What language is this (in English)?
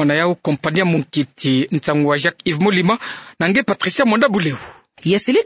Kituba (Democratic Republic of Congo)